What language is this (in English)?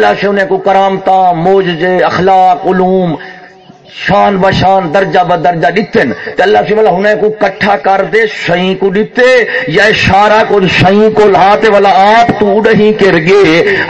Saraiki